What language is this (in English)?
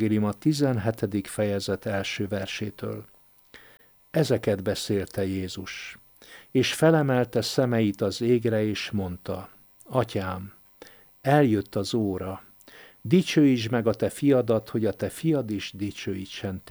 Hungarian